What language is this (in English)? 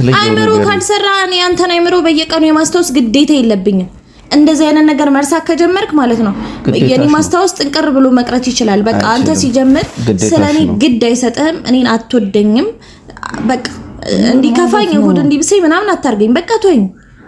Amharic